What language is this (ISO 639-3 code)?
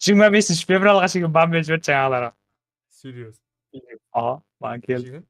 kaa